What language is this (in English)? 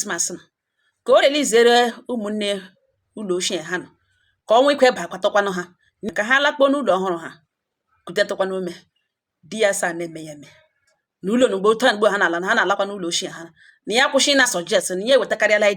Igbo